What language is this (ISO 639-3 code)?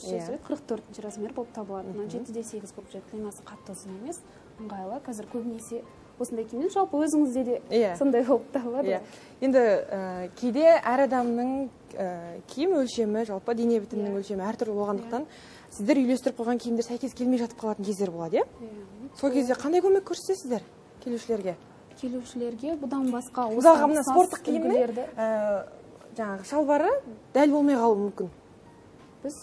kaz